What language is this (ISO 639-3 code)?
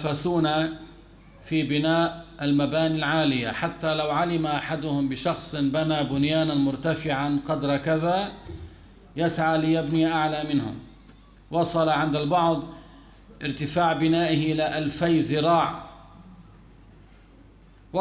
ara